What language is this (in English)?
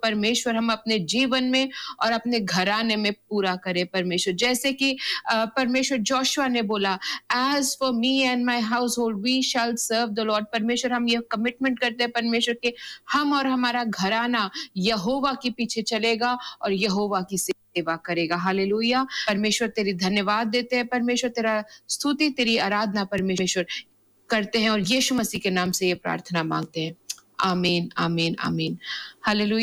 Hindi